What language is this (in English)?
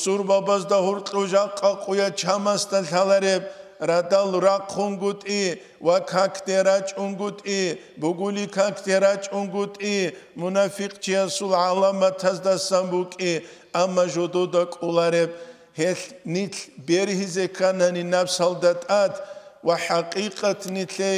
Avaric